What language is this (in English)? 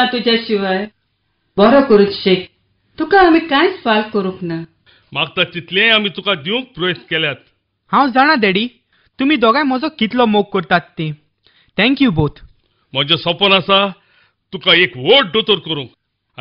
Konkani